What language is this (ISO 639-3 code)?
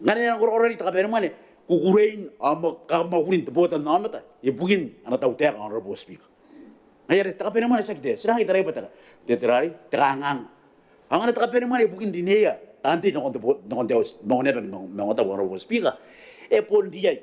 gil